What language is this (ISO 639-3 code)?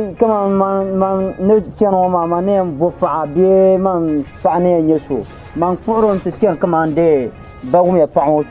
dag